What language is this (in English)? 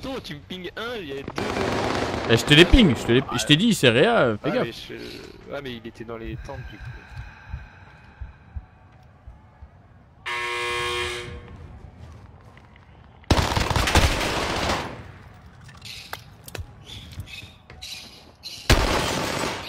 French